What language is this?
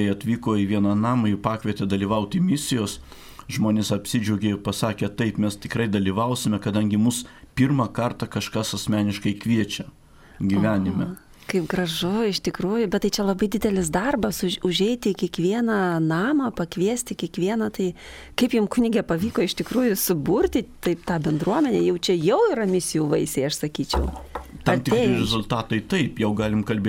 Lithuanian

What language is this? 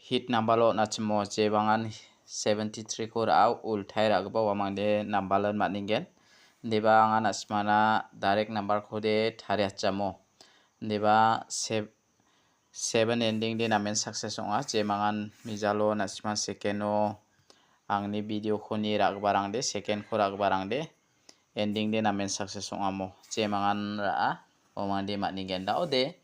Garo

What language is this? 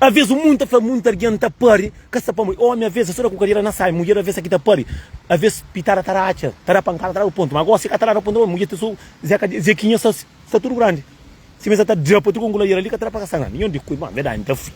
Kabuverdianu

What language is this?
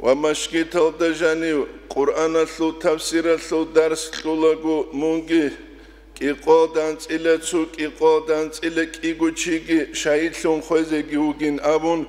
Avaric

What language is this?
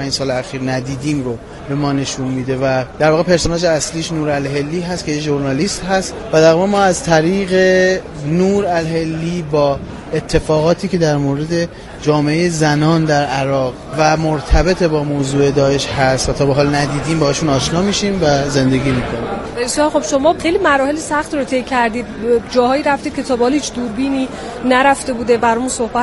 Persian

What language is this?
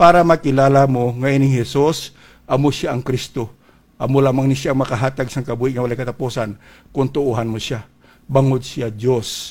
Hiligaynon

